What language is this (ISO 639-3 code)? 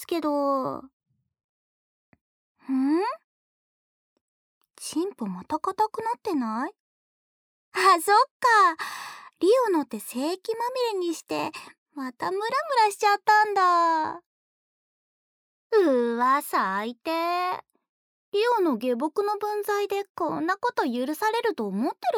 jpn